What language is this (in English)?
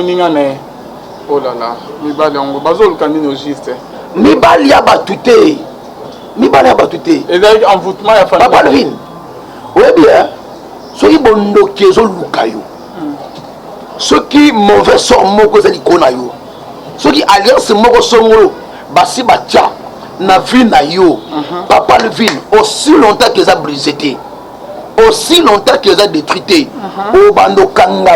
Lingala